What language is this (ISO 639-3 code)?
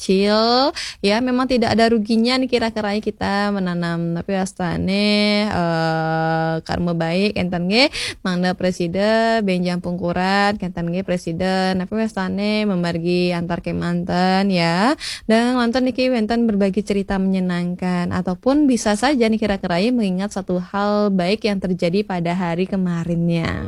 ban